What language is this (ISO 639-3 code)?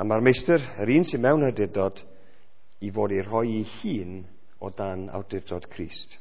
cym